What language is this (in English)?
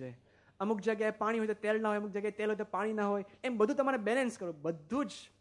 Gujarati